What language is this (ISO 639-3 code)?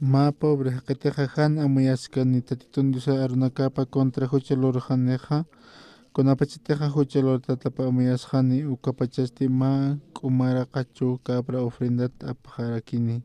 aym